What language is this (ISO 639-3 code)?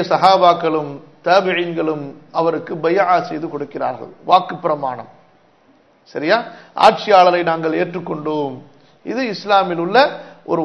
tam